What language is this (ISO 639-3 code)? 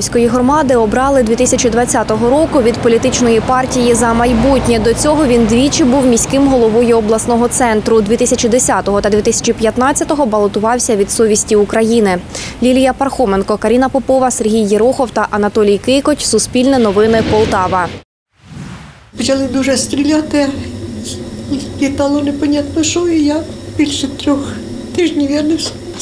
ukr